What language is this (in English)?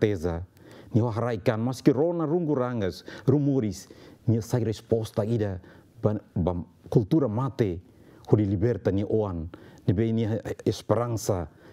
Tetum